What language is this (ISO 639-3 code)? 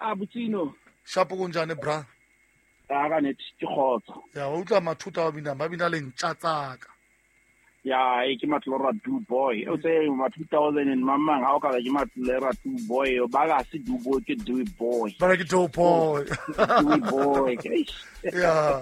sot